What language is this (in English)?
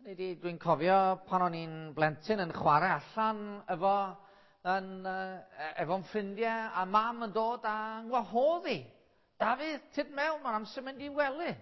Welsh